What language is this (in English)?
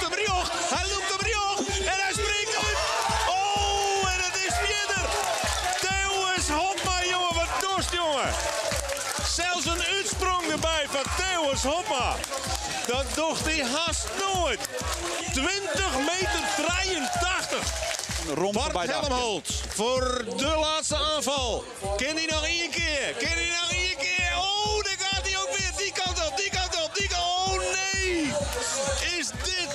Western Frisian